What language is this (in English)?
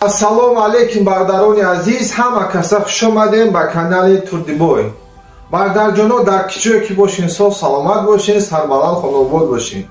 Tajik